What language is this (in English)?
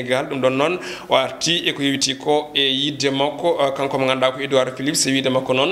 Fula